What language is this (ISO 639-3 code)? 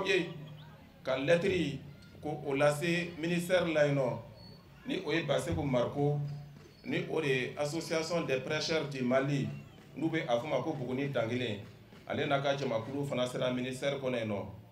bam